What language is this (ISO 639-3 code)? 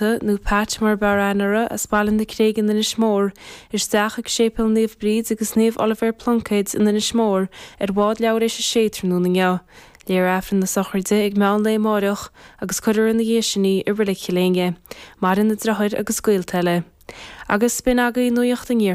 gle